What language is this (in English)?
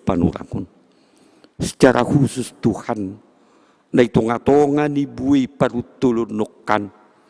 Batak Simalungun